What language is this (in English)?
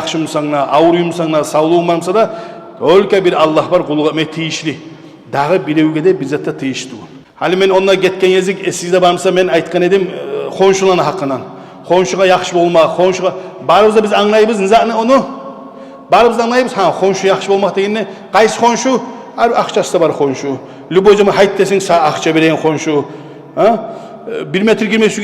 Kumyk